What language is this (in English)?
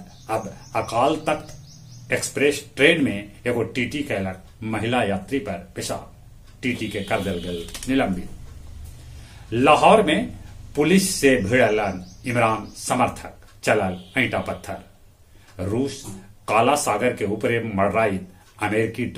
Magahi